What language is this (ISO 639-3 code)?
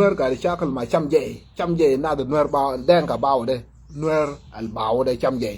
nus